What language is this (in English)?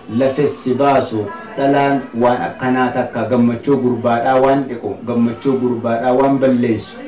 Oromo